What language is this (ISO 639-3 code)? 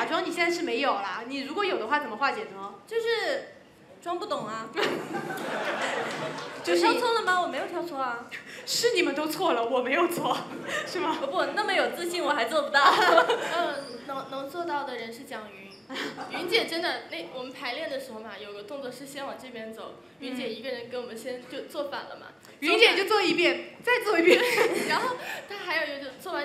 zho